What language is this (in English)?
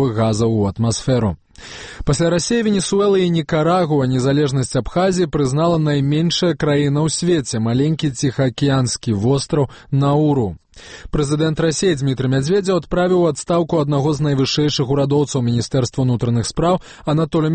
Belarusian